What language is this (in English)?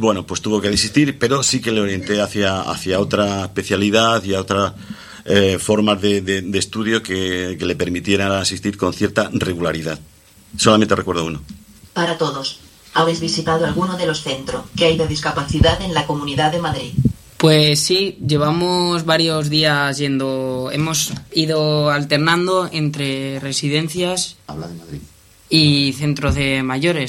Spanish